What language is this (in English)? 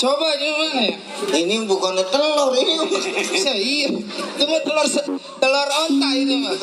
Betawi